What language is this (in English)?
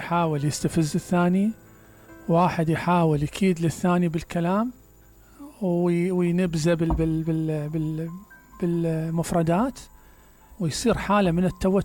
Mesopotamian Arabic